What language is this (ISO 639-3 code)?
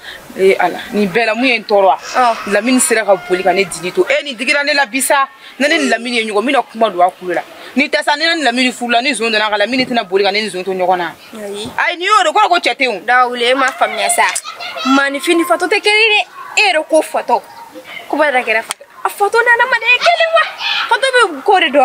bam